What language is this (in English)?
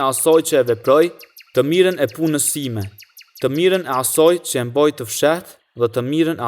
Albanian